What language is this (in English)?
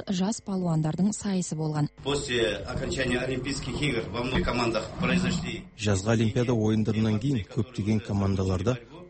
Kazakh